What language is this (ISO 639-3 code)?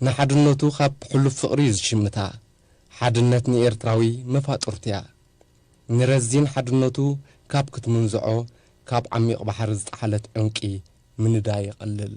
tir